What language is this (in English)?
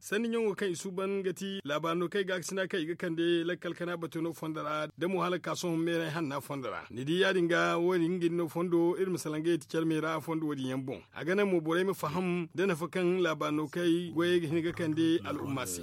Zarma